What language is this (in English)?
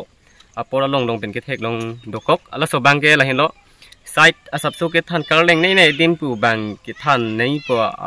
Karbi